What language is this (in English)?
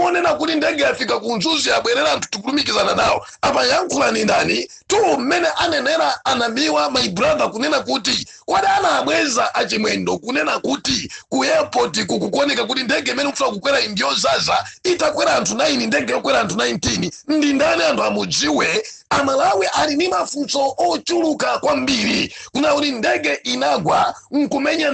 Nyanja